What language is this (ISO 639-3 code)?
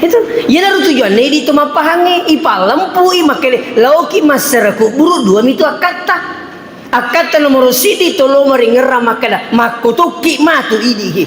bug